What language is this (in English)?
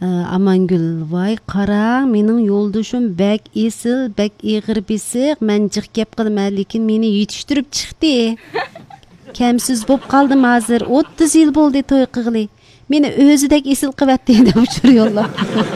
Uyghur